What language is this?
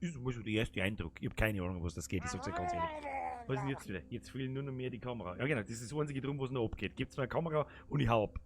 Bavarian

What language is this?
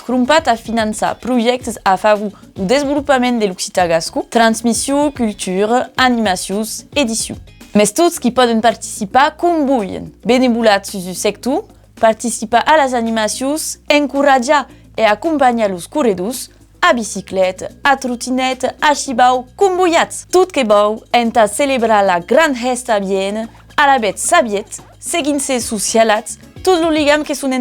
Occitan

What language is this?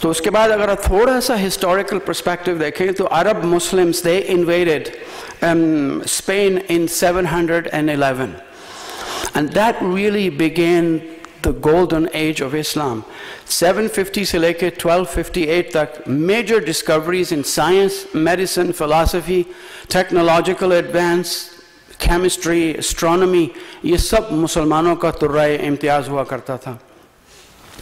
Urdu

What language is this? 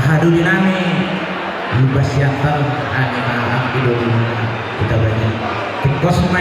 Batak Toba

